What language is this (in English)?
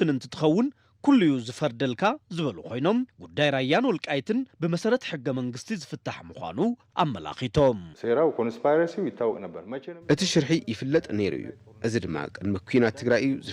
Tigrinya